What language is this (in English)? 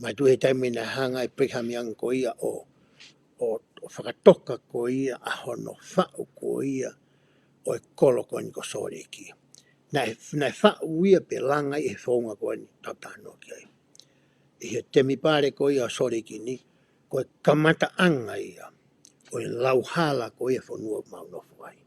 Tongan